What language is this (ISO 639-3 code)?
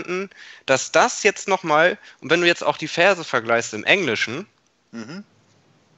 deu